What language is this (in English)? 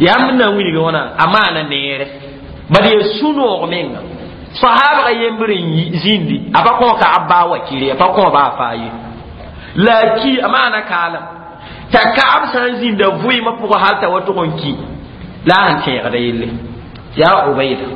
Mossi